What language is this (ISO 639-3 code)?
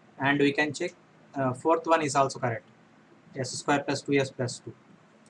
tel